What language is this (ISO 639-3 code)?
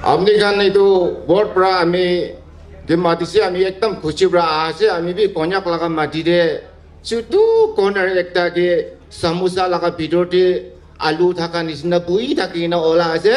nag